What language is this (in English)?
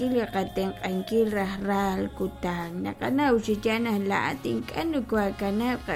Kekchí